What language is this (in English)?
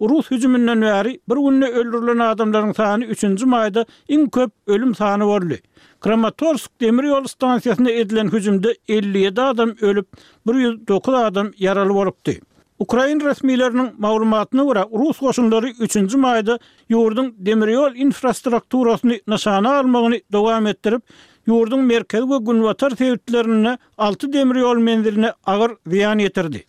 Turkmen